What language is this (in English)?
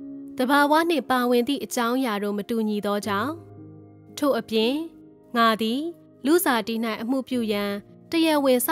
Burmese